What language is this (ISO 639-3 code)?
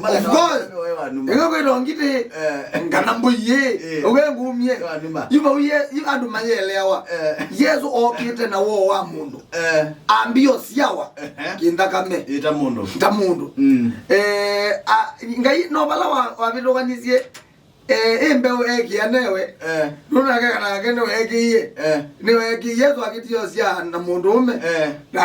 kam